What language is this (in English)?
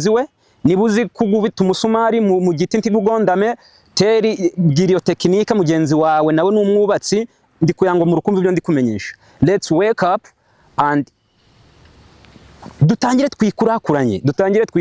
Kinyarwanda